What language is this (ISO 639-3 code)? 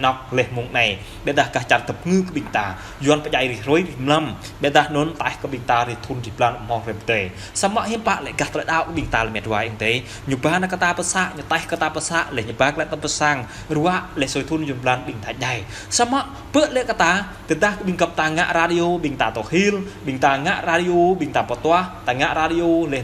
jra